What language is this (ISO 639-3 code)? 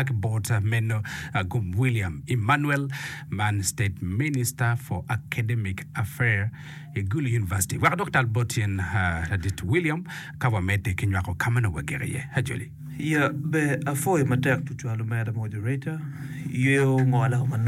ach